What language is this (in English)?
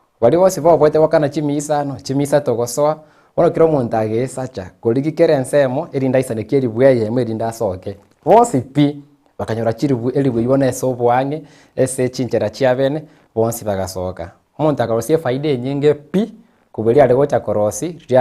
Gusii